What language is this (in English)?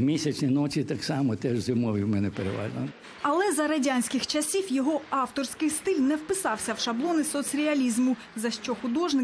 Ukrainian